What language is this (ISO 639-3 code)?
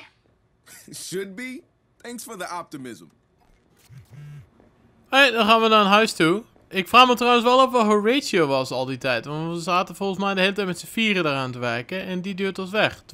nld